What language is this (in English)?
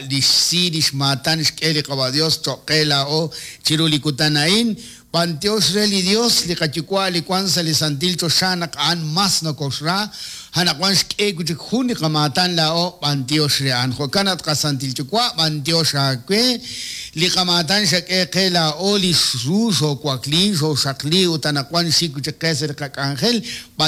Kekchí